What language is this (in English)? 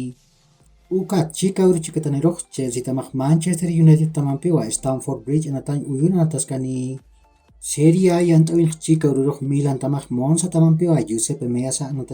Aymara